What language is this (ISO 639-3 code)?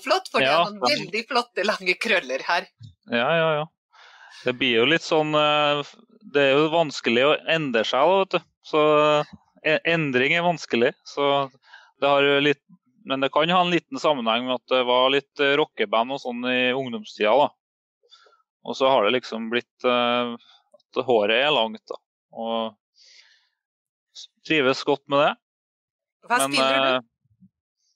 nor